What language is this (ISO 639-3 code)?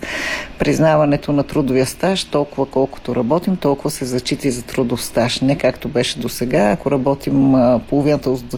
bul